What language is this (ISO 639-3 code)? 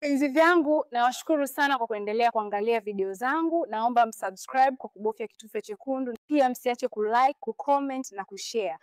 swa